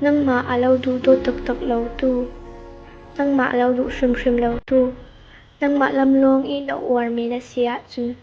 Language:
Falam Chin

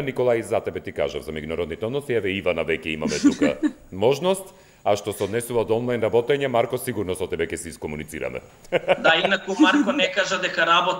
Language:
Macedonian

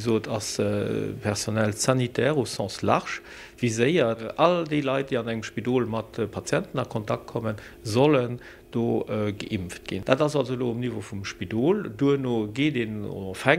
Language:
Luxembourgish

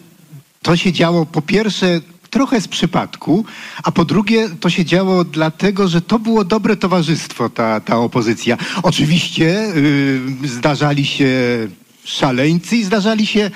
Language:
Polish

